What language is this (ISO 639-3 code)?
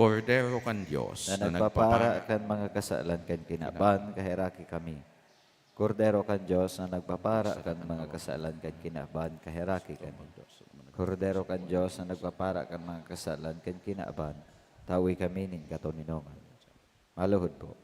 bik